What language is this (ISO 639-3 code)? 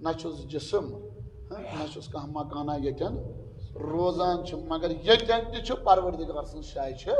kas